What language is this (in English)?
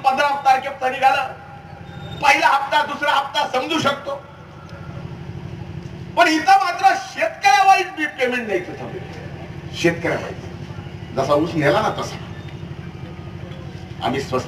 Marathi